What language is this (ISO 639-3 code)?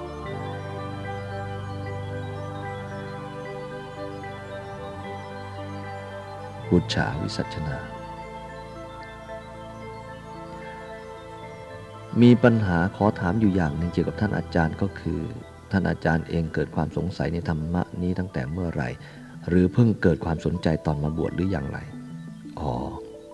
tha